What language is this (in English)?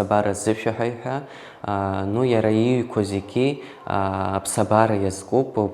Abkhazian